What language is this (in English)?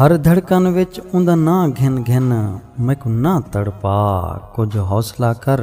Saraiki